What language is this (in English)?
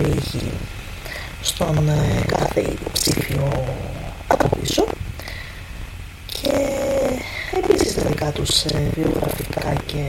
Greek